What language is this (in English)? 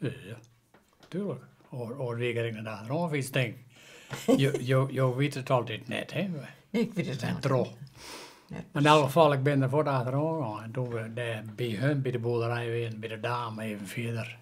Western Frisian